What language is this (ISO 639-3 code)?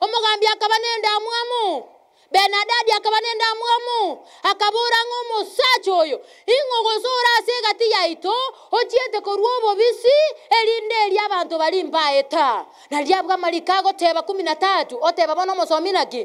guz